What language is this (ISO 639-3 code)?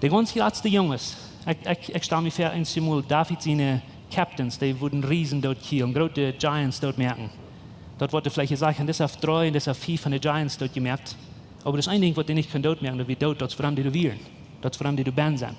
pdt